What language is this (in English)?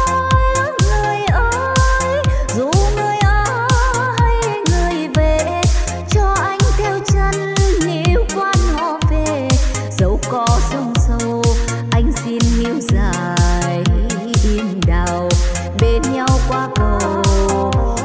Vietnamese